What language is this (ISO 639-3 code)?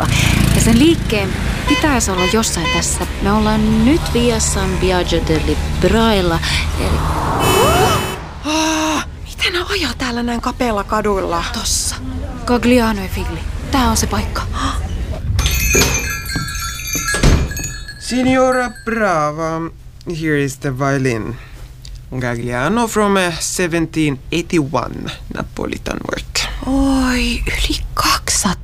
fin